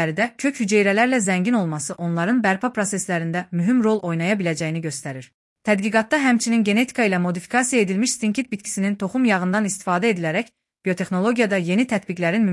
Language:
Azerbaijani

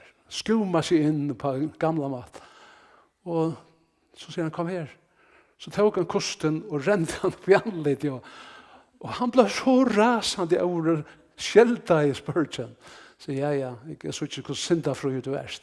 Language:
Faroese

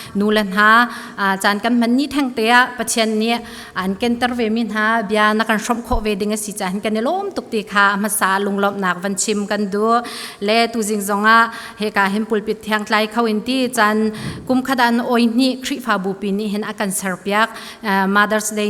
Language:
Falam Chin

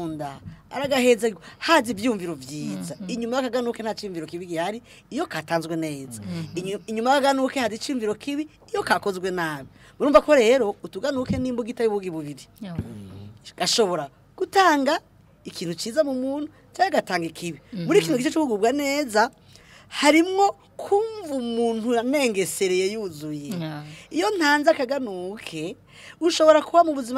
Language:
Rundi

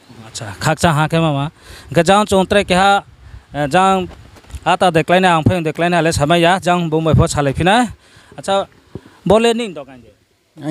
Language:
Riang (India)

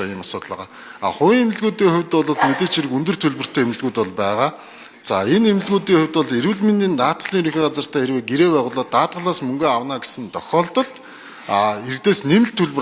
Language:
Mongolian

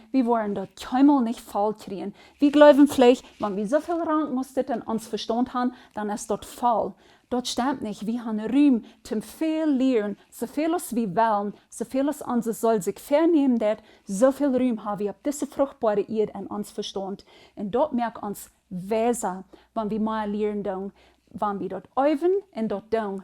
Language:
Plautdietsch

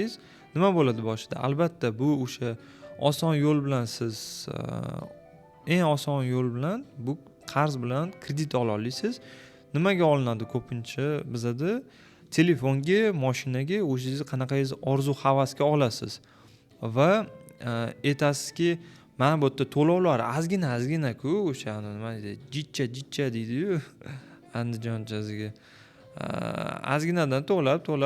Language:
Uzbek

